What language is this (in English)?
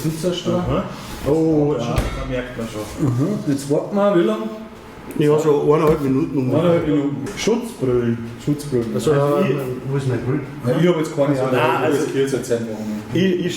Bavarian